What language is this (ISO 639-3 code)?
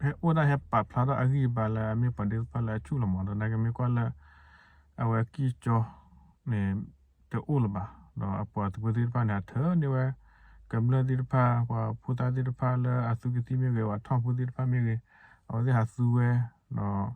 ksw